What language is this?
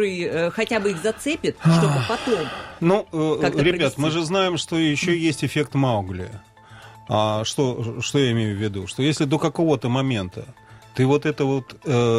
Russian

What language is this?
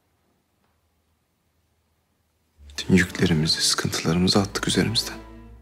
Turkish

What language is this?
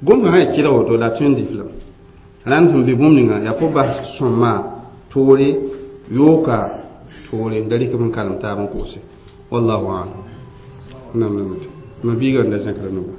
Mossi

